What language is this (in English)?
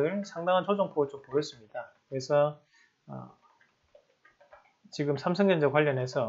Korean